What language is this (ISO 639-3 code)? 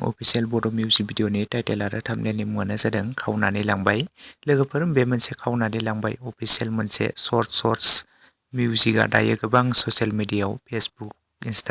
brx